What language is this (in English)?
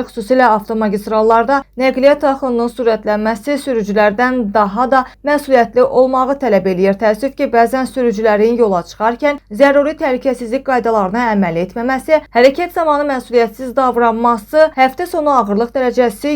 Azerbaijani